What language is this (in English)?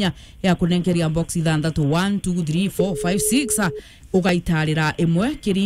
Meru